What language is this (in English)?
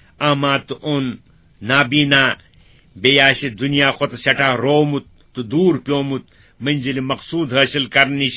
Kashmiri